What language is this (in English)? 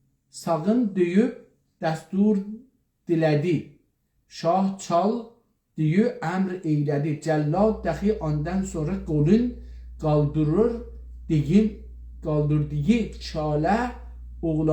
South Azerbaijani